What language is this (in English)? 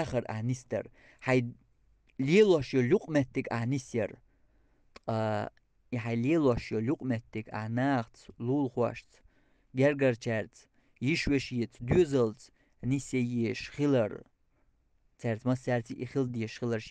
Chechen